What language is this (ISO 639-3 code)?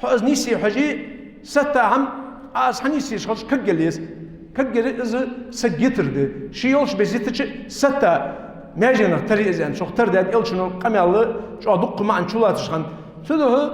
inh